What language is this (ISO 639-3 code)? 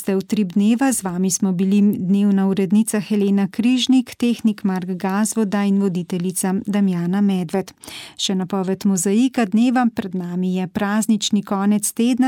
slv